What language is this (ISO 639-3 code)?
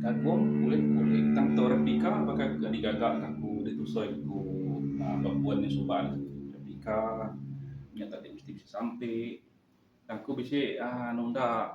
iba